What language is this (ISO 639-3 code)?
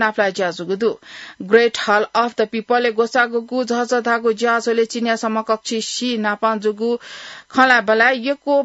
new